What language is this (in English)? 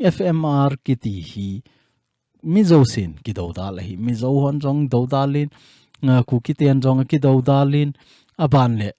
Thado Chin